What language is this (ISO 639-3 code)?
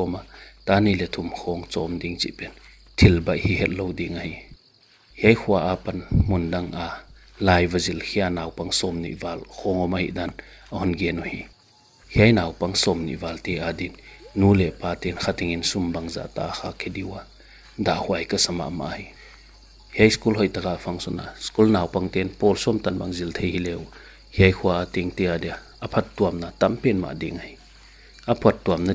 pck